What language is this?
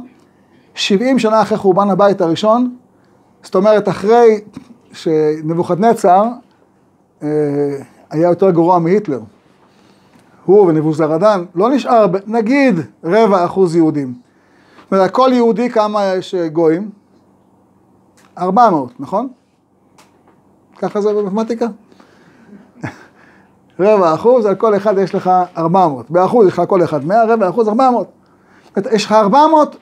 Hebrew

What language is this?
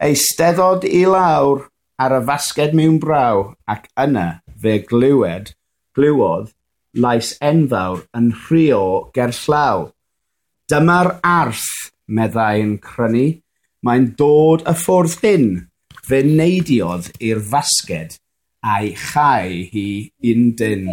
Welsh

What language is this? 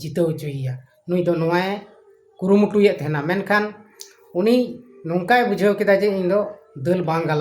Santali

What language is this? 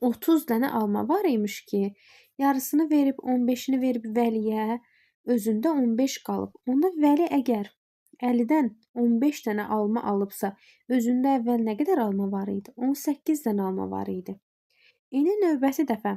Azerbaijani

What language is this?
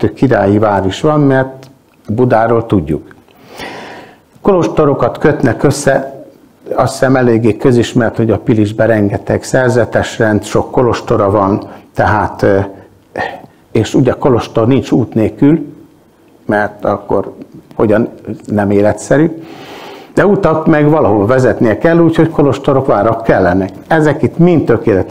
Hungarian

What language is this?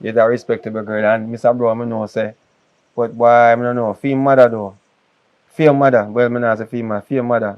Jamaican Creole English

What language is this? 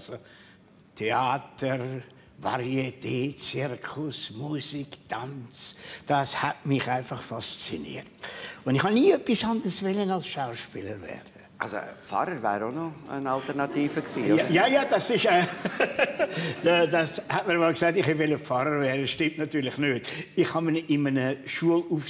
Swiss German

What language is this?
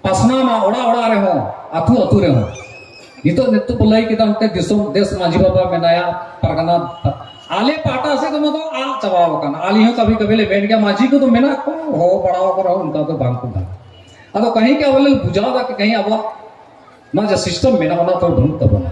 Santali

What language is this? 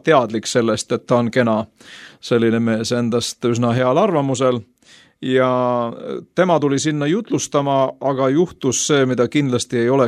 Estonian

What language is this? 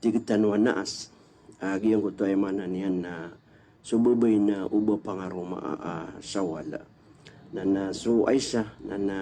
Maranao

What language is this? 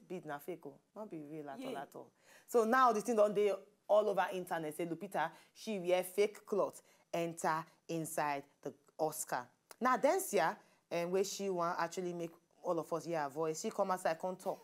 Nigerian Pidgin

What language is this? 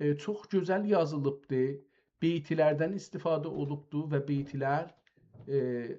South Azerbaijani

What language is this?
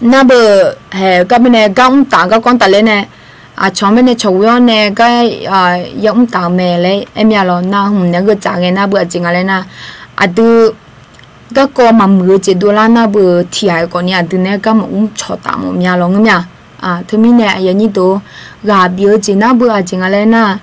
Akha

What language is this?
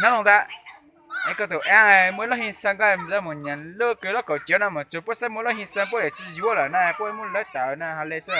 Hmong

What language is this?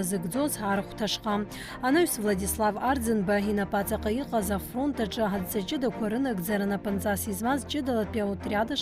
Abkhazian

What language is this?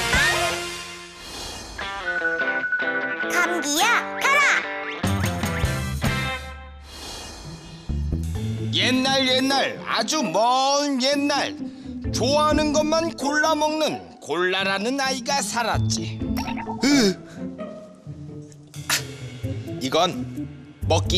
Korean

